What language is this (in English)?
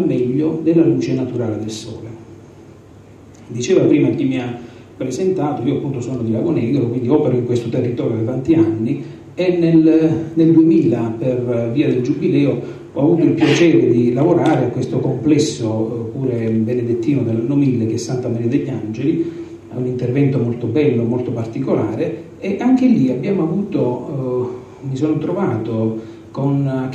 Italian